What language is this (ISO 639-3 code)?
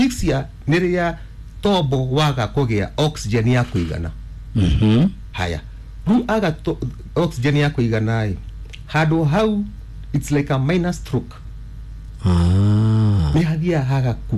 kik